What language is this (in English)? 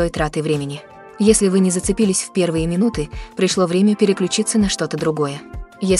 Russian